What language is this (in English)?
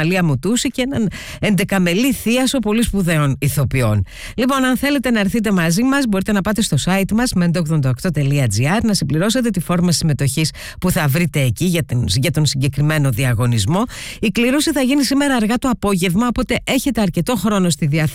Greek